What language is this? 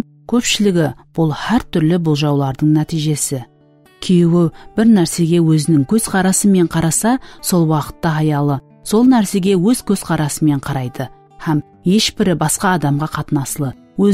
Kara-Kalpak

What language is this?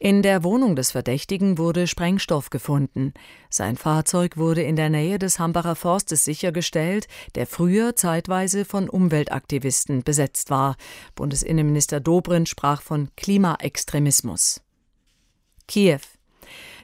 German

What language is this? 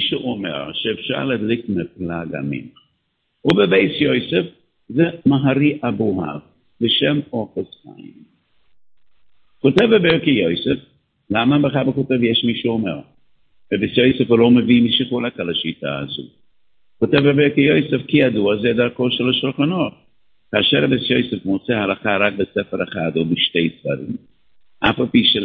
Hebrew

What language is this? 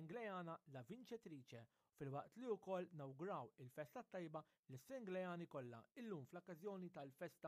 Maltese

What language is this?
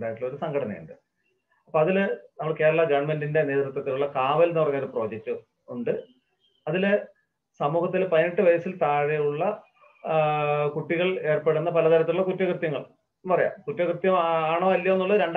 Malayalam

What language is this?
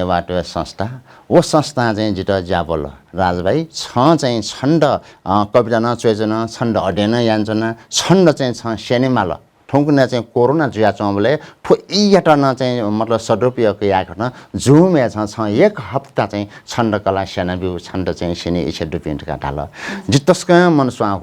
Newari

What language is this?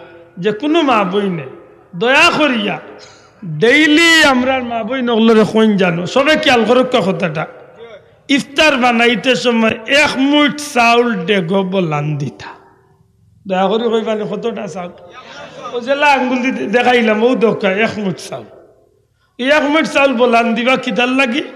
Sylheti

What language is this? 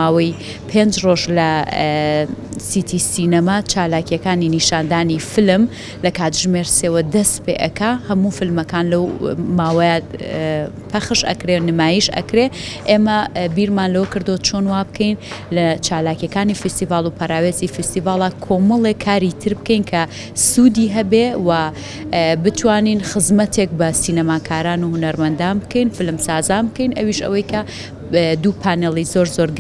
Central Kurdish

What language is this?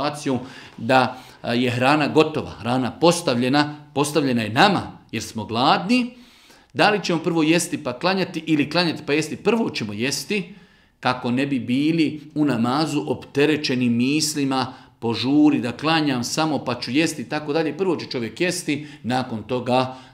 Bosnian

